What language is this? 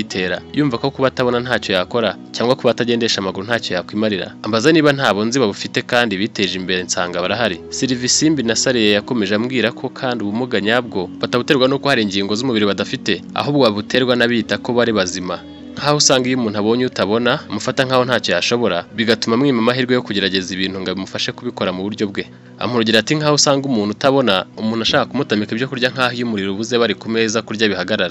Kinyarwanda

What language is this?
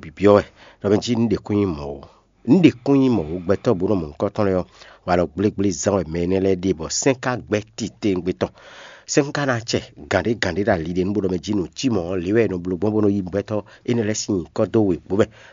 Fon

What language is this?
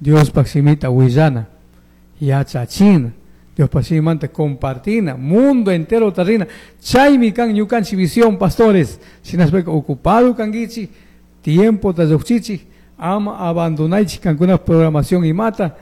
Chimborazo Highland Quichua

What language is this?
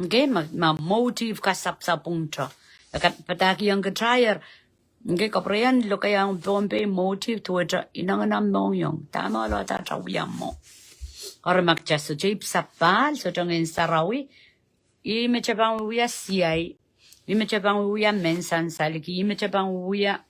Pohnpeian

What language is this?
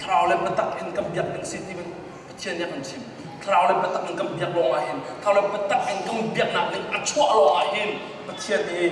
Hakha Chin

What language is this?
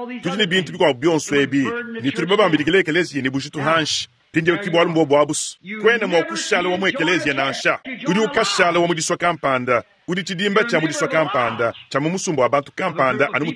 Luba-Lulua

